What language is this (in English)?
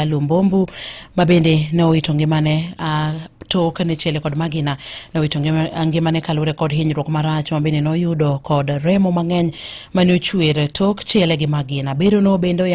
Luo (Kenya and Tanzania)